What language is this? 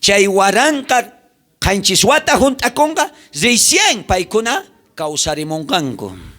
South Bolivian Quechua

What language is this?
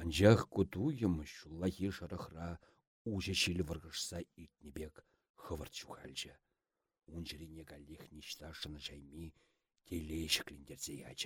Chuvash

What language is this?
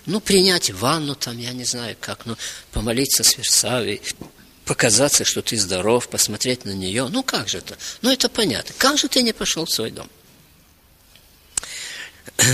Russian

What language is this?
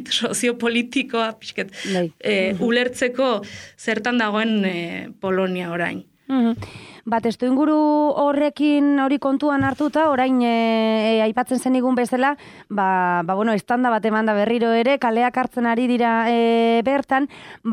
Basque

